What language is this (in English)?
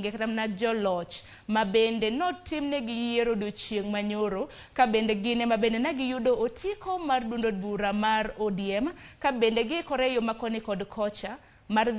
Luo (Kenya and Tanzania)